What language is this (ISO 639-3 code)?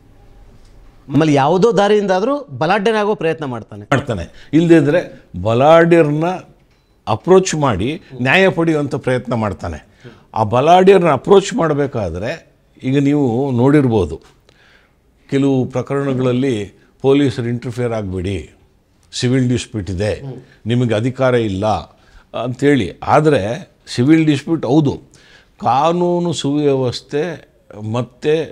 kan